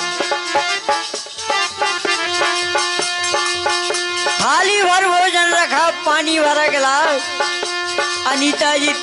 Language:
Bundeli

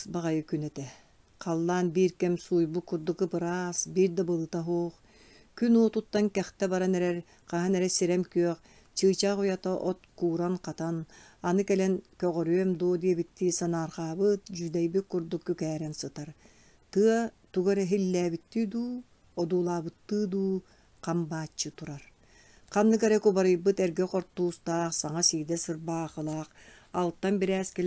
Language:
Yakut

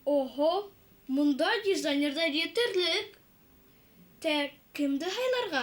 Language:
Bashkir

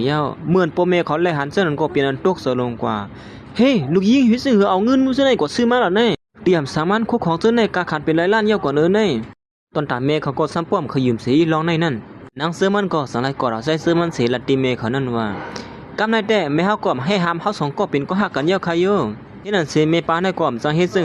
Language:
Shan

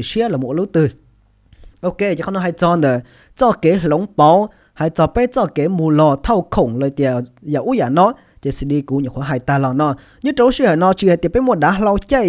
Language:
Hmong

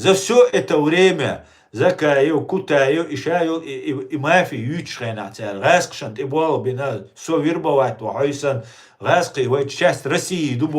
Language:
Chechen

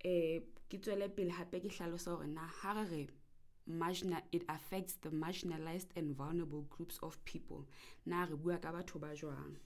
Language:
Southern Sotho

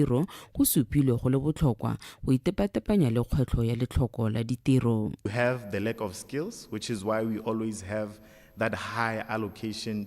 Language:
Tswana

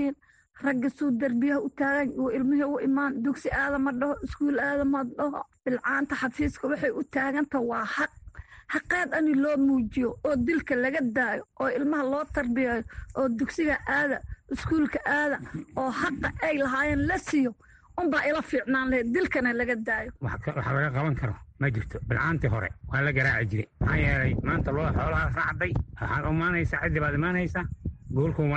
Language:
Somali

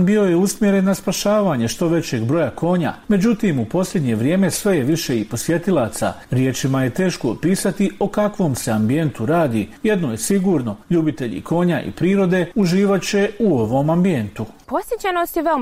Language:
Bosnian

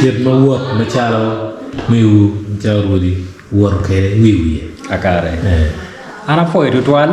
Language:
Acoli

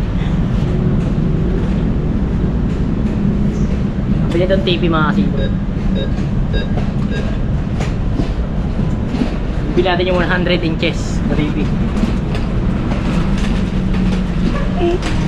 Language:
Filipino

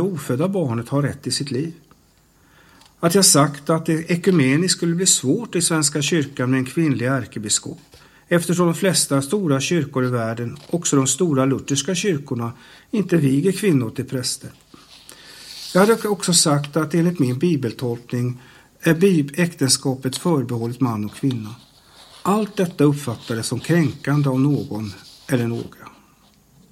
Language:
Swedish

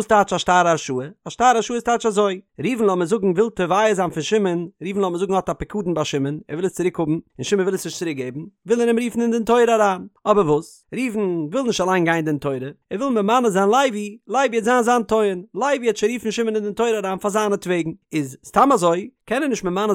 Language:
Yiddish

